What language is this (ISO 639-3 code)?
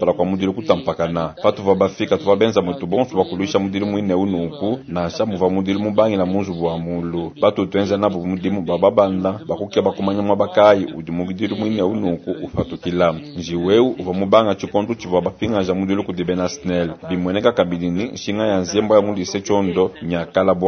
lua